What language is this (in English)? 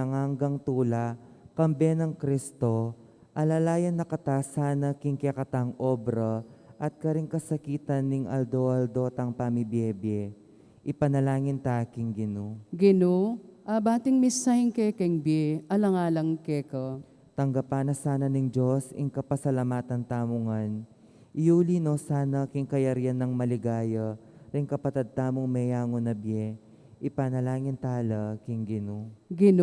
Pampanga